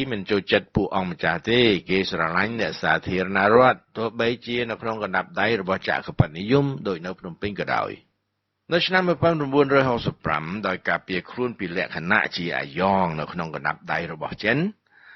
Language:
Khmer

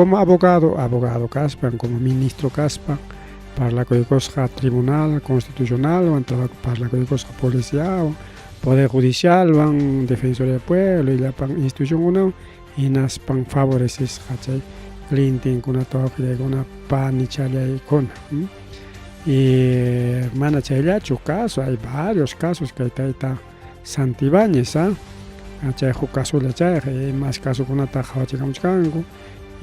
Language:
Ayacucho Quechua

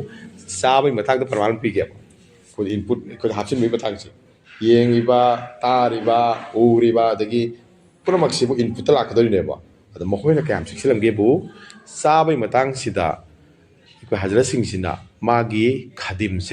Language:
Manipuri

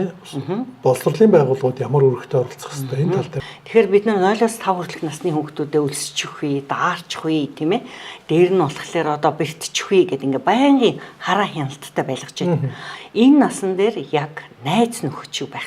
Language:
Mongolian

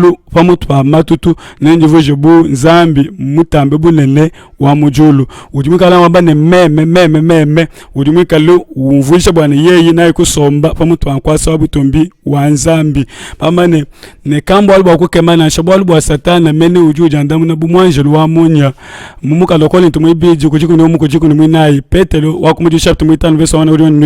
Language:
Luba-Lulua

